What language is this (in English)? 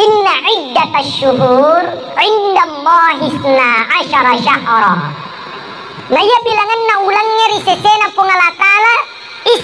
Buginese